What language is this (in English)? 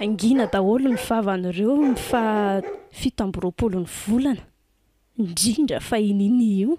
Malagasy